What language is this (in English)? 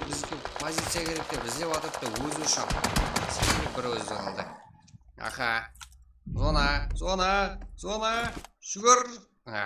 Kara-Kalpak